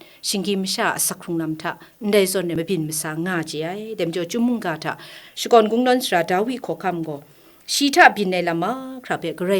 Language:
Kachin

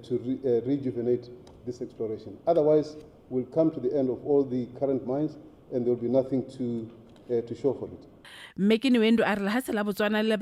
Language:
Tswana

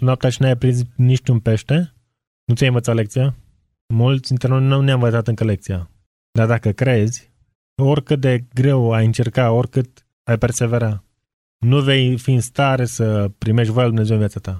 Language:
Romanian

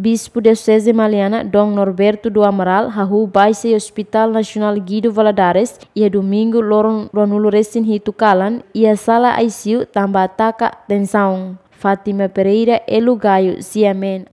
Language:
Tetum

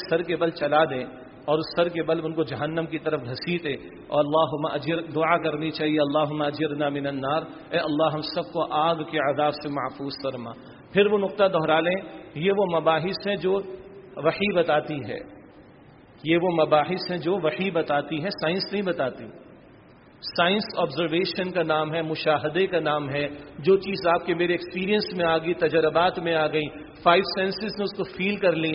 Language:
Urdu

